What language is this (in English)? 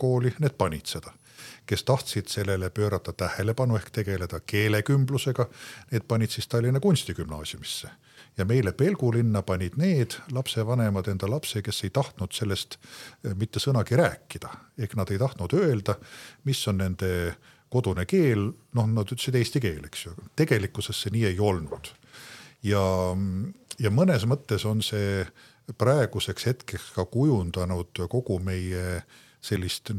Estonian